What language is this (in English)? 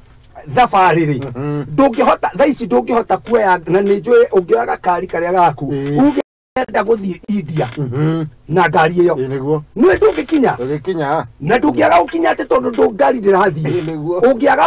Kikuyu